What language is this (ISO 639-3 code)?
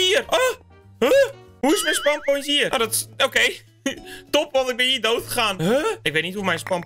nld